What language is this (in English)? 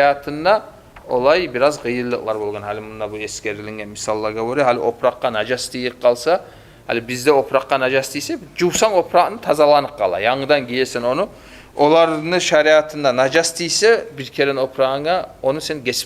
Kumyk